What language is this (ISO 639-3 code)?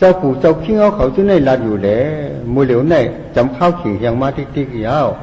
shn